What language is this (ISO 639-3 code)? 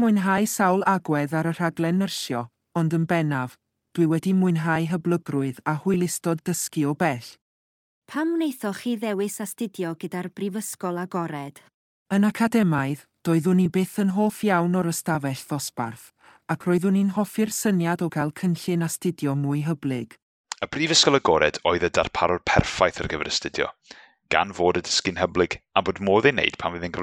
cym